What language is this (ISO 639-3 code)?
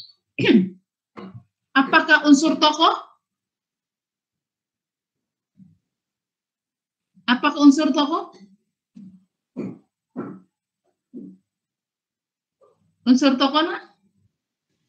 ind